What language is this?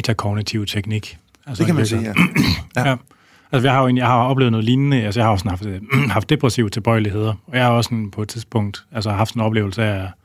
Danish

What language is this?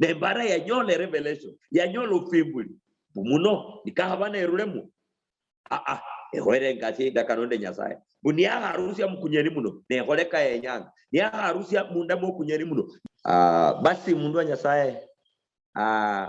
Luyia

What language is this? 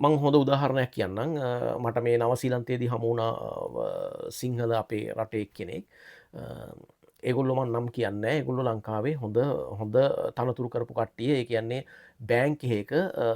Sinhala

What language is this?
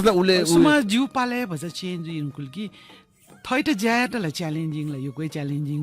Newari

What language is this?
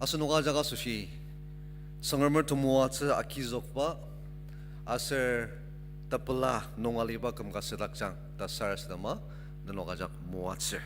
Ao Naga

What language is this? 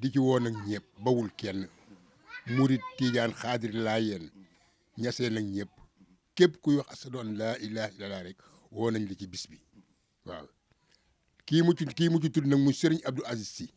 Wolof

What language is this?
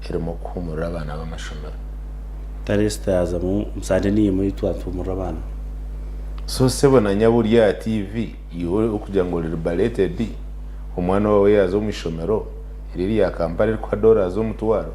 Nyankole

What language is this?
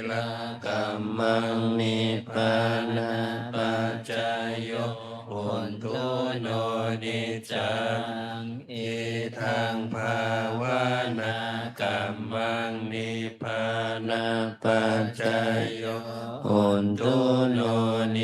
Pali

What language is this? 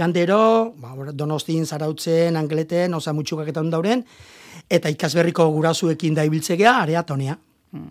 Basque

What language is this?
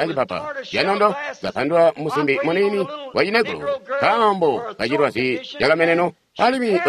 Tonga (Zambia)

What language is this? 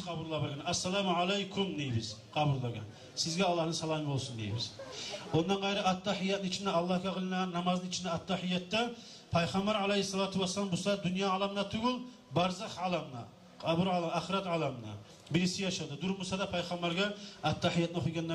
Kumyk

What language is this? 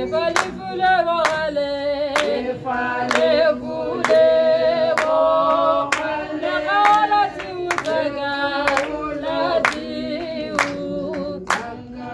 Tswana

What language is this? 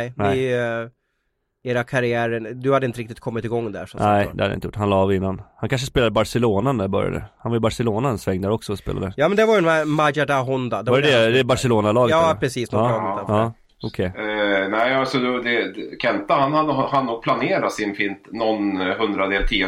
Swedish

